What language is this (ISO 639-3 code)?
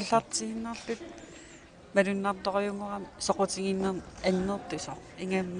kal